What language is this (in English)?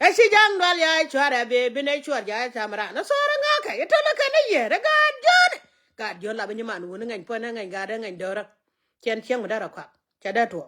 Nuer